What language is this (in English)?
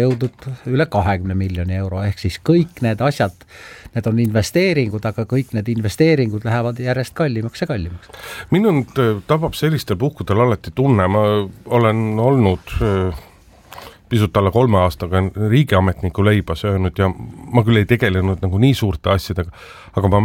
Estonian